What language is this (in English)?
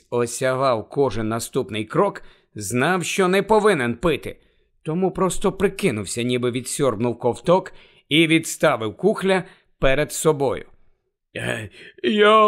Ukrainian